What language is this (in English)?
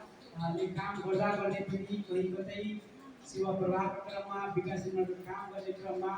Nepali